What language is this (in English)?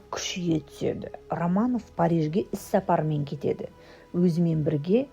Kazakh